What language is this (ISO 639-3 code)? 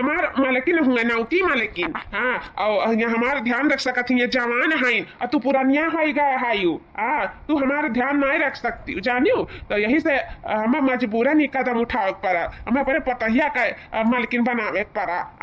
awa